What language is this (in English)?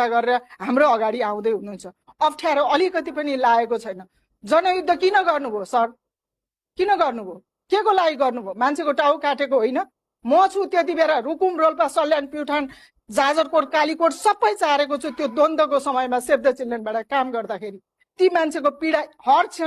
Nepali